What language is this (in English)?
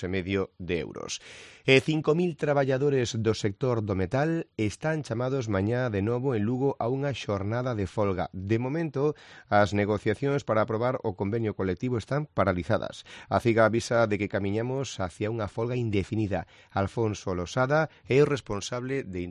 Galician